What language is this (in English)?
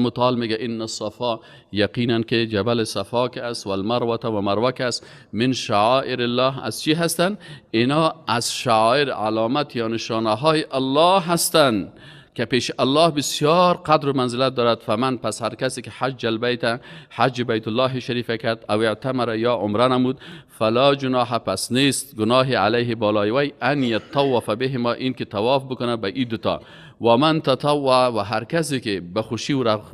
Persian